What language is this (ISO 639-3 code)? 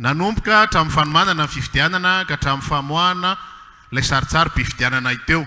mlg